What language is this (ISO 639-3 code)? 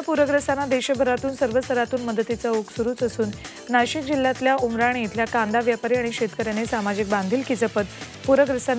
mar